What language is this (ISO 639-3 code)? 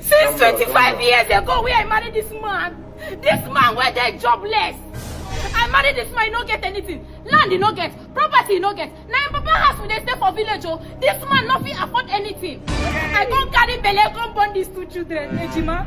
pcm